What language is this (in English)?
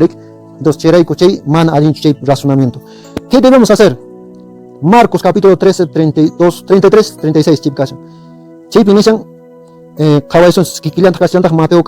Quechua